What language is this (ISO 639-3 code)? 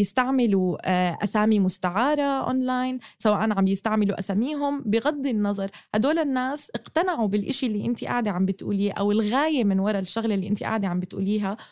apc